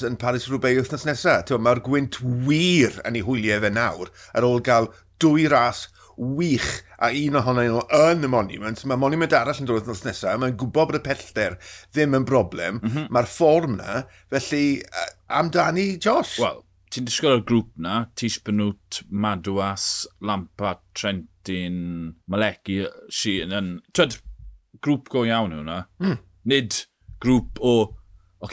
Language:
Welsh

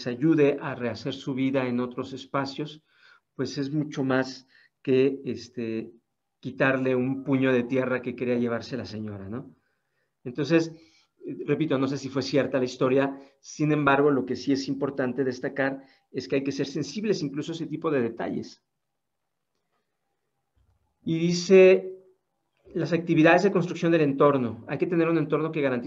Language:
Spanish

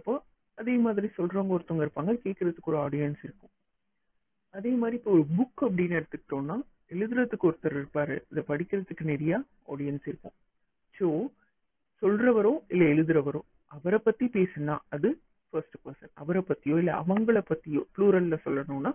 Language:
Tamil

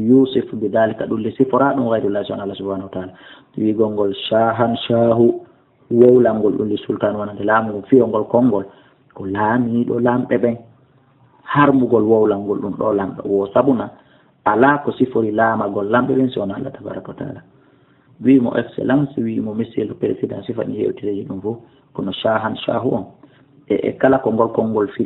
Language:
Fula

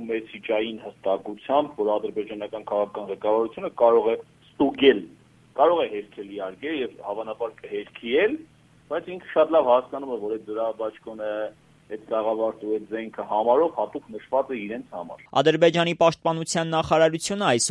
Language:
Armenian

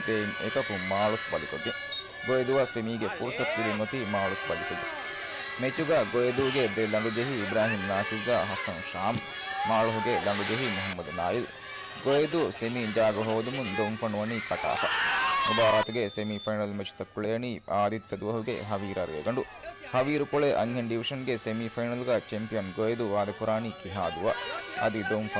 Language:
Divehi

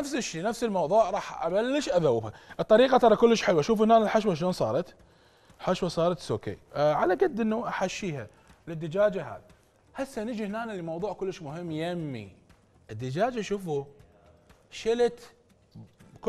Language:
Mesopotamian Arabic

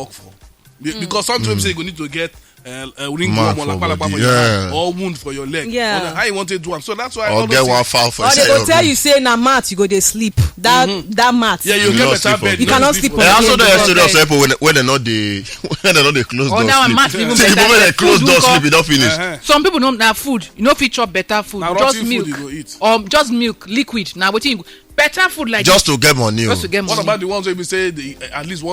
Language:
Nigerian Pidgin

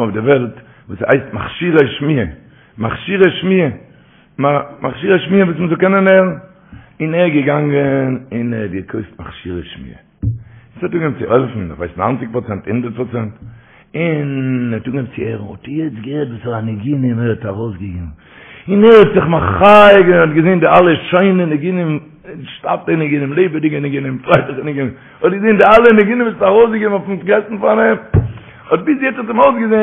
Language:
Yiddish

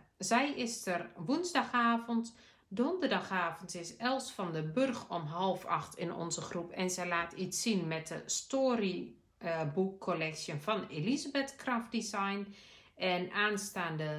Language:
Dutch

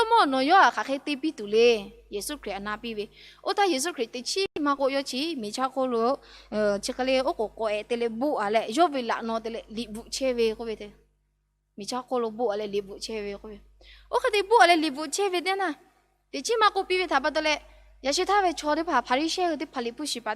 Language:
Lahu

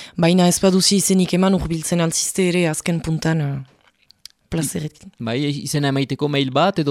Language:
Basque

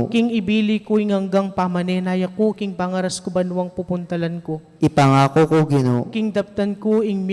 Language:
Pampanga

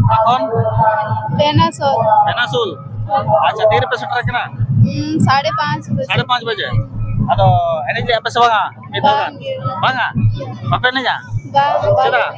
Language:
Santali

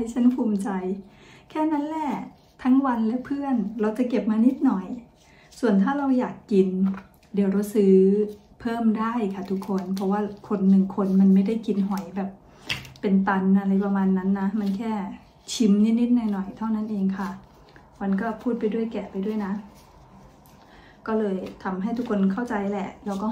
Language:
Thai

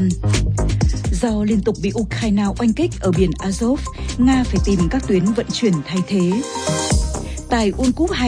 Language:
Vietnamese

